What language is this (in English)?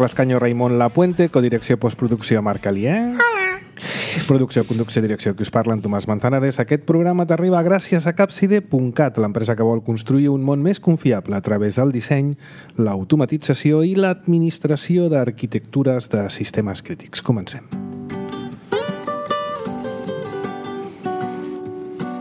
Catalan